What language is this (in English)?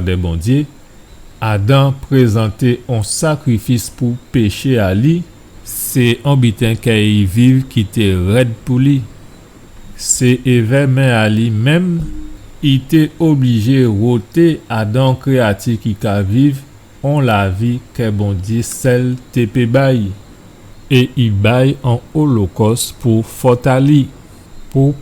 Guadeloupean Creole French